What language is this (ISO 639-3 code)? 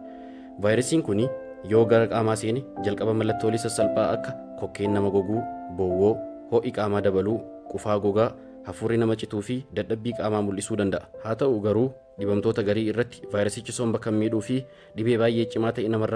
orm